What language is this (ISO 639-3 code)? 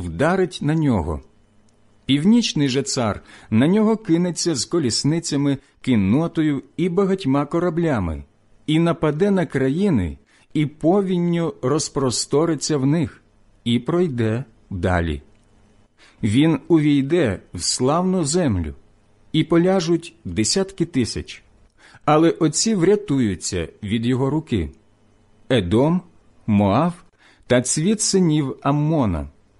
ukr